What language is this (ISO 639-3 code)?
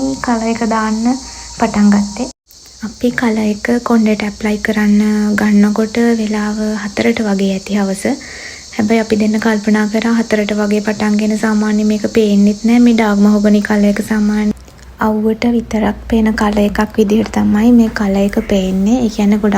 sin